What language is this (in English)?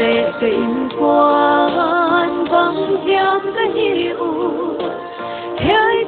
Paite Chin